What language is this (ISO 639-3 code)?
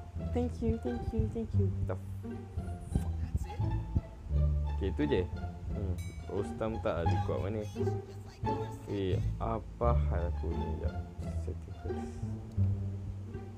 msa